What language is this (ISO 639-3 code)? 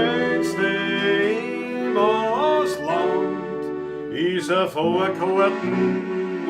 bar